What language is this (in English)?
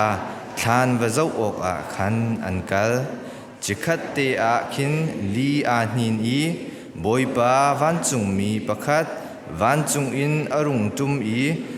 Hakha Chin